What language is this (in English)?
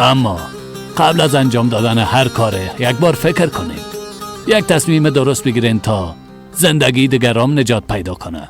Persian